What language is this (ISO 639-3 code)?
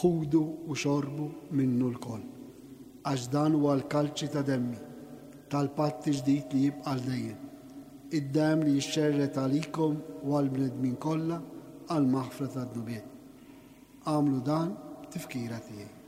mlt